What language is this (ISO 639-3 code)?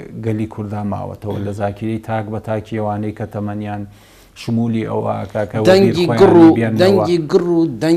ckb